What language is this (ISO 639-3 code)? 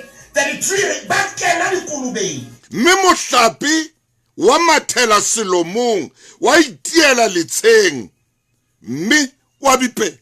sot